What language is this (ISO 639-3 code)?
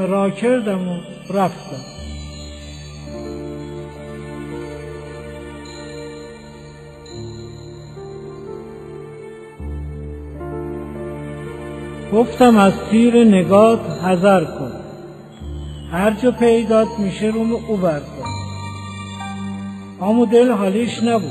fas